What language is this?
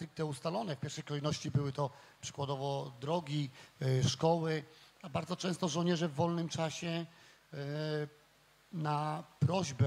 Polish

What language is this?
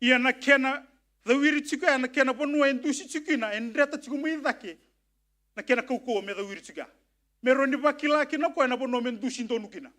Fijian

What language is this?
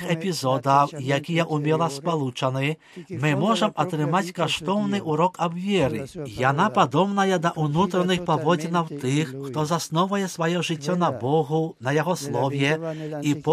Belarusian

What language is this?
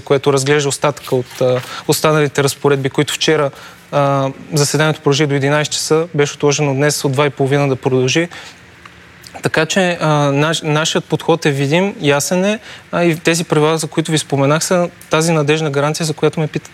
Bulgarian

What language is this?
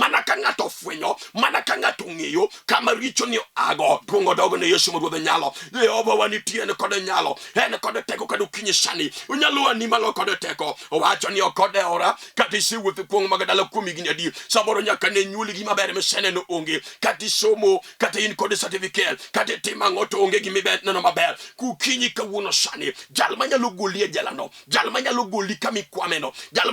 Luo (Kenya and Tanzania)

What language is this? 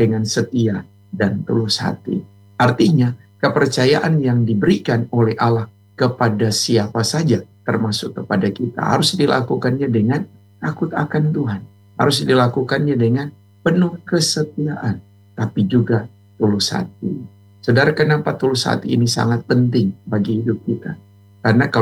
Indonesian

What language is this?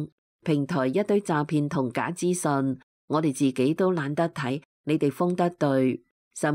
Cantonese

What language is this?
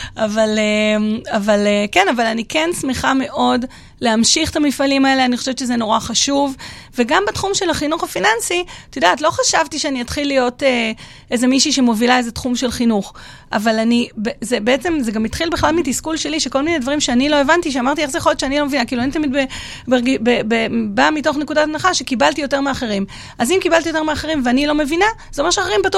Hebrew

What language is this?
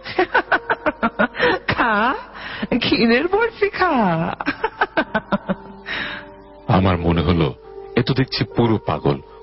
Bangla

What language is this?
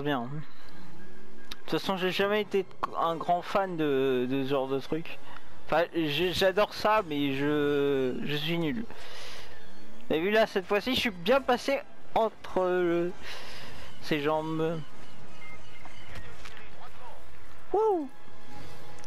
French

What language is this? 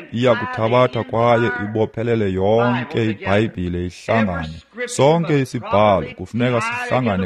Xhosa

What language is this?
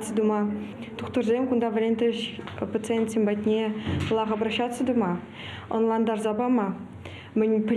Chuvash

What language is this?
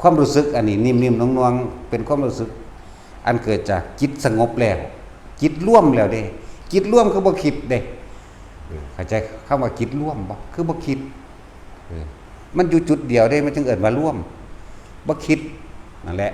Lao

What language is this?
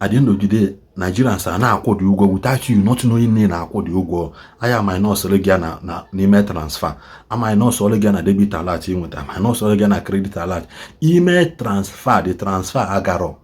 Igbo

